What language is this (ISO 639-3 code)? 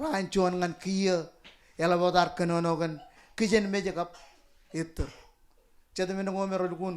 mah